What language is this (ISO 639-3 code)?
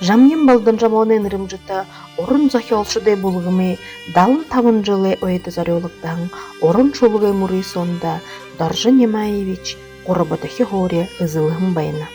bua